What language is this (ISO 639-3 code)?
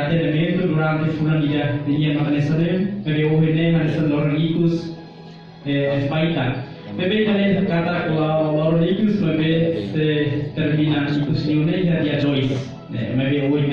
tet